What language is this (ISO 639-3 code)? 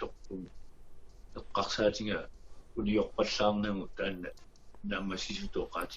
kal